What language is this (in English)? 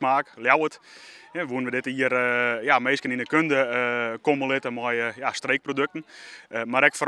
Western Frisian